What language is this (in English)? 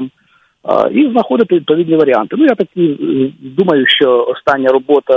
Ukrainian